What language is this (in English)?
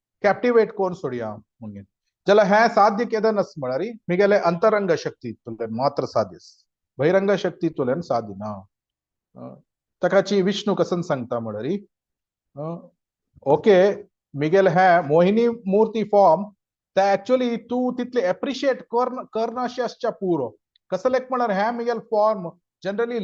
Konkani